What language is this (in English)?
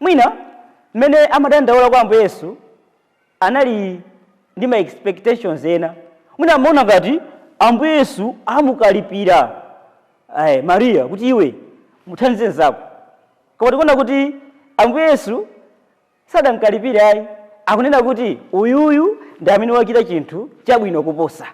Nyanja